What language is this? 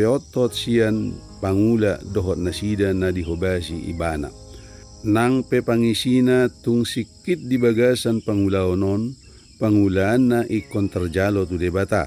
Batak Toba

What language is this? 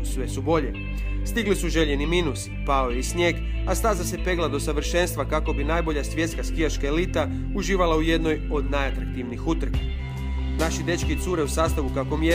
Croatian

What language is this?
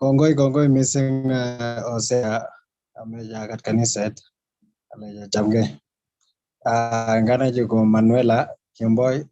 Kalenjin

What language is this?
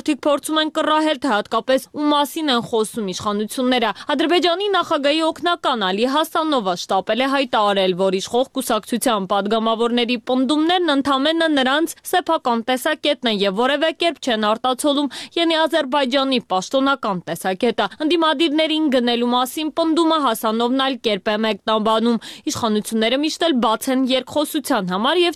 Armenian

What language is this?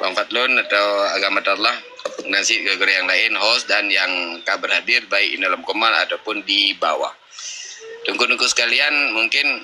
Achinese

